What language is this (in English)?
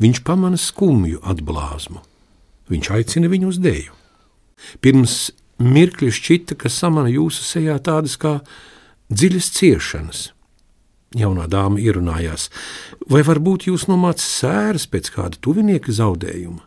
Latvian